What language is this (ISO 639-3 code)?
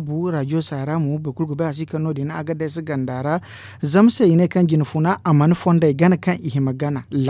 dje